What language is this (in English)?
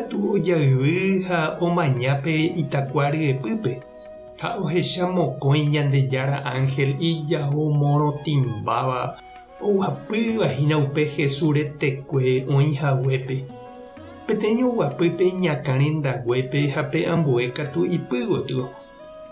Guarani